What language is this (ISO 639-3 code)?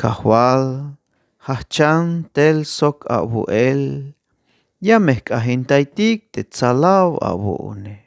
tzh